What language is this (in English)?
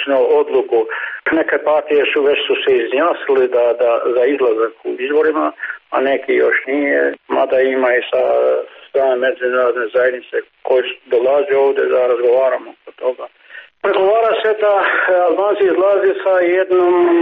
Serbian